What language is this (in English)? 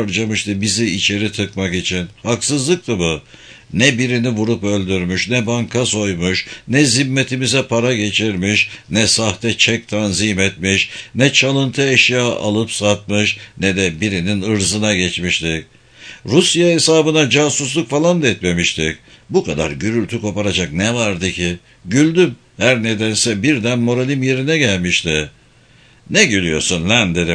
Turkish